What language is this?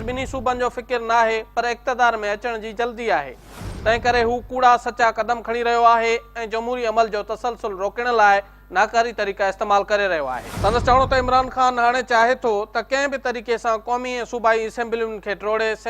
Sindhi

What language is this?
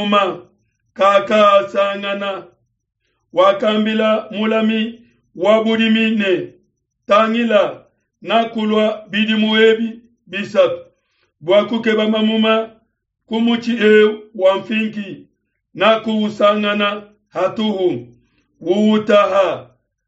Luba-Lulua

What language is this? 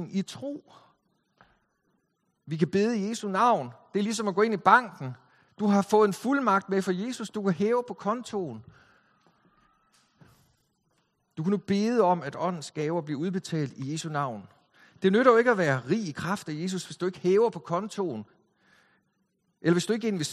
Danish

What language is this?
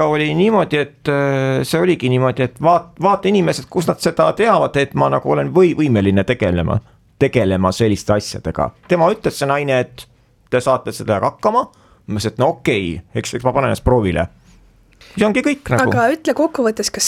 Estonian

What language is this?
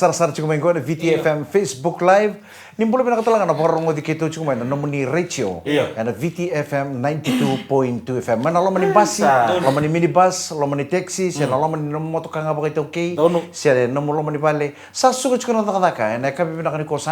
Fijian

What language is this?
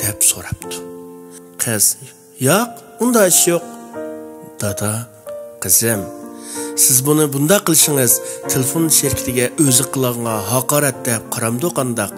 Uyghur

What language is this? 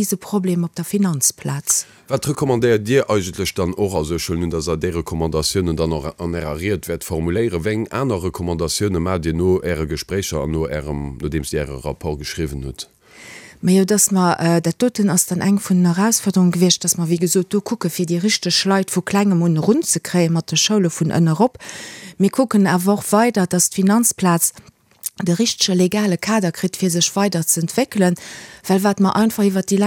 Luxembourgish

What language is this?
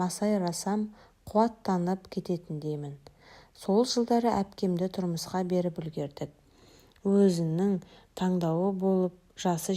Kazakh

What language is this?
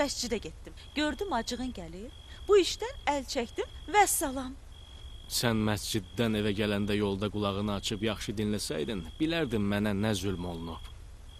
Azerbaijani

